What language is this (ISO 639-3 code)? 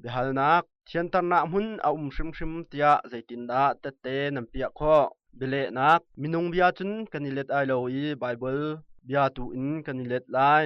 cnh